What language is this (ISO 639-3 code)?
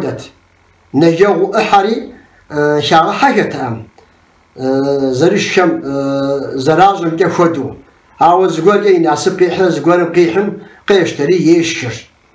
kbd